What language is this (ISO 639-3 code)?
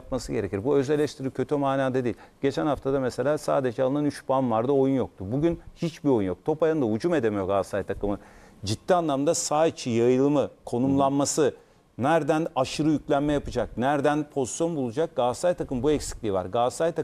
tur